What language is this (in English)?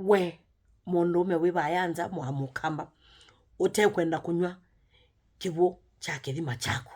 Kamba